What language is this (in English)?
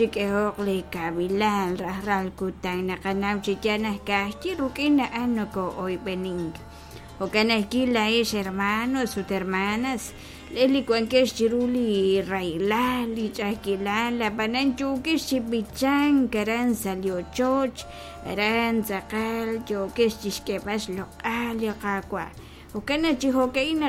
Kekchí